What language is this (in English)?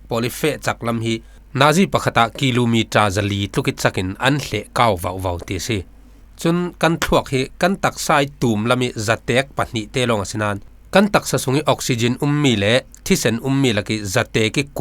Falam Chin